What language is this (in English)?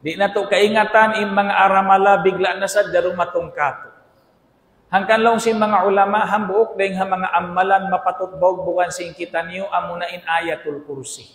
Tausug